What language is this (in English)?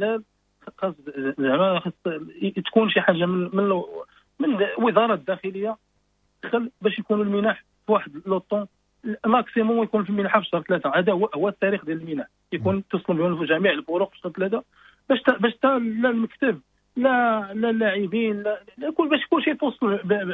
Moroccan Arabic